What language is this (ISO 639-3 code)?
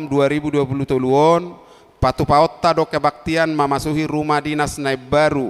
bbc